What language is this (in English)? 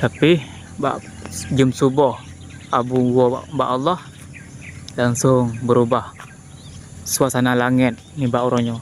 Achinese